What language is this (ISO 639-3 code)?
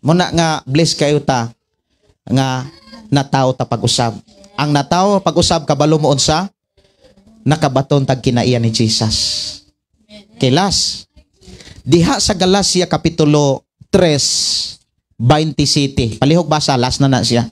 ceb